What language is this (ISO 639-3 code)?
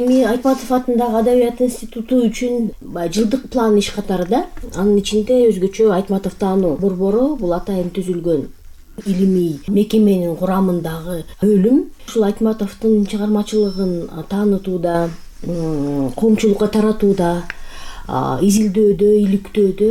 kir